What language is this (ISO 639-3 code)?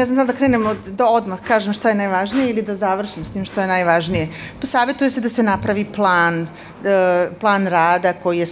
srp